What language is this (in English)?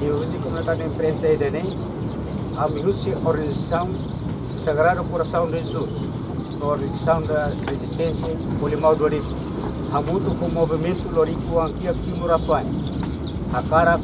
Tetum